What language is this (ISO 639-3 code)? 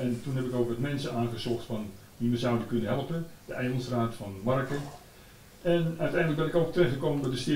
nld